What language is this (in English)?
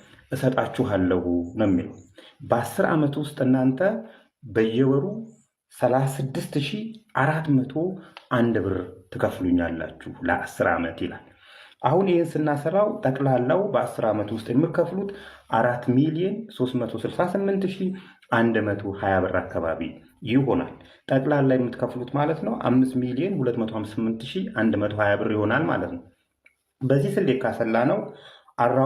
Amharic